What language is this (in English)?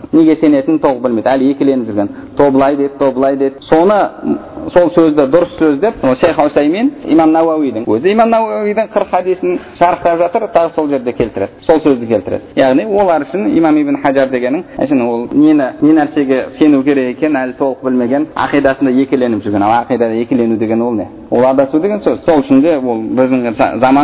Kazakh